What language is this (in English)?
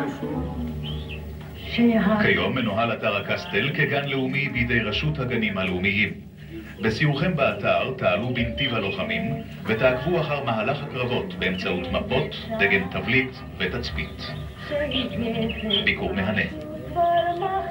Hebrew